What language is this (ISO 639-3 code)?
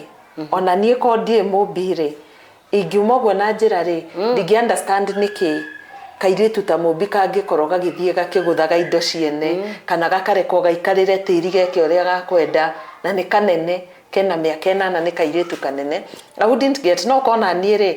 kik